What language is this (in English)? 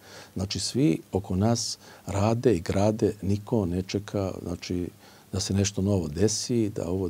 Serbian